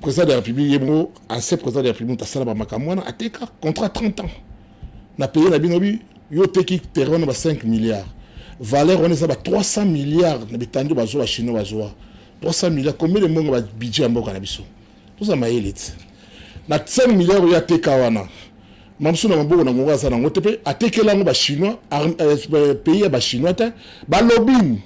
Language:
Lingala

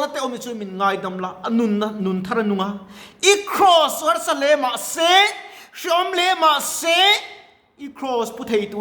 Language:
Mizo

